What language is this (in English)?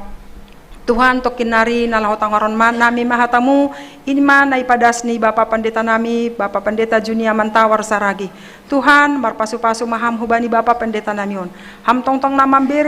Batak Simalungun